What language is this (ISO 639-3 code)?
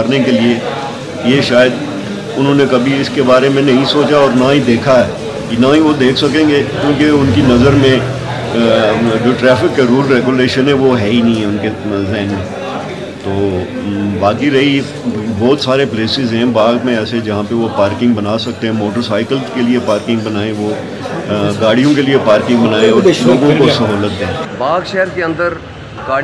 urd